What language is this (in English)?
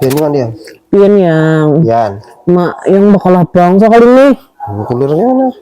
Banjar